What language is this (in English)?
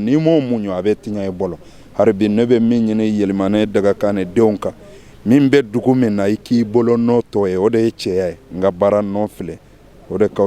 Bambara